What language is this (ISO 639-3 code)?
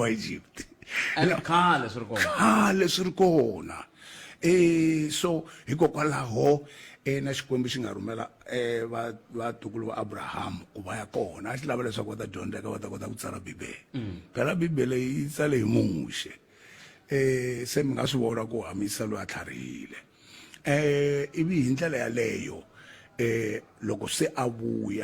tso